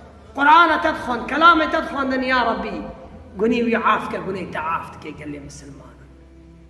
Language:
Kurdish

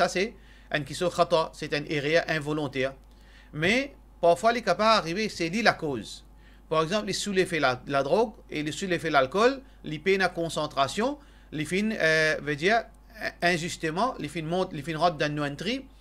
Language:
Morisyen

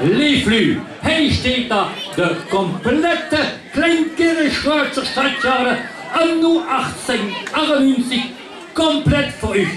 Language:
Limburgish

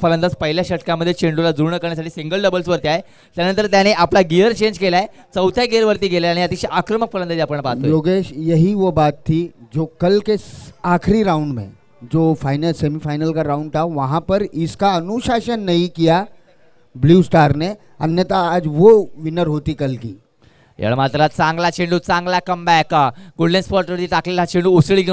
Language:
Marathi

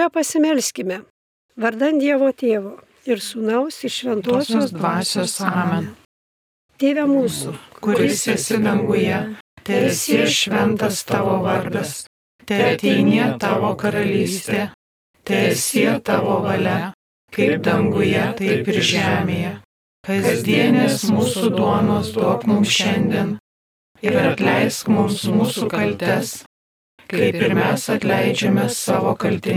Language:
Lithuanian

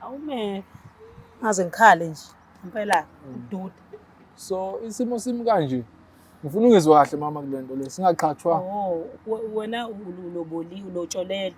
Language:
Zulu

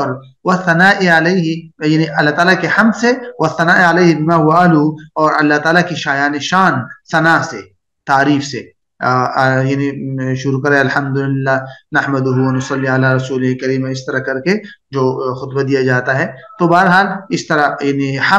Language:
Urdu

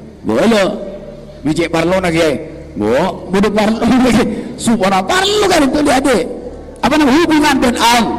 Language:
Madurese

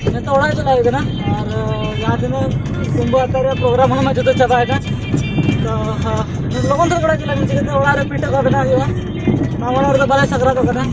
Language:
Santali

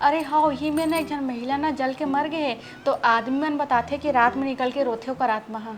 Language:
Chhattisgarhi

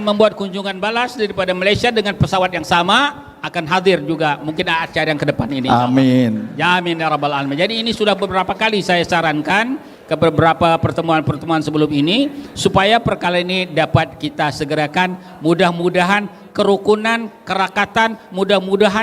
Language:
Banjar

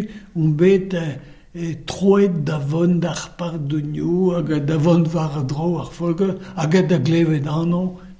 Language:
Breton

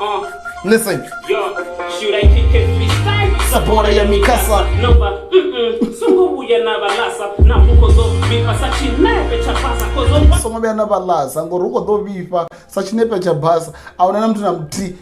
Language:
Venda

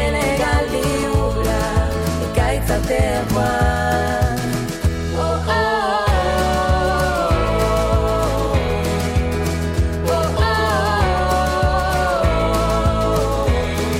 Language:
Basque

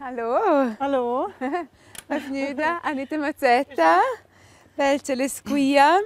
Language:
Romansh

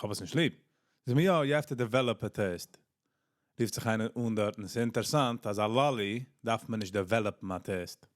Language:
Yiddish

